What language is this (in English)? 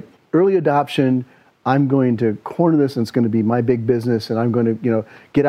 English